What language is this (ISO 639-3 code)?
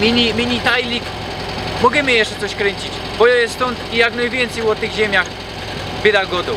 szl